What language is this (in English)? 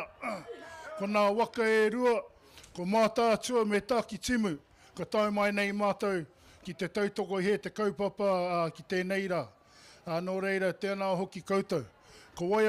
Māori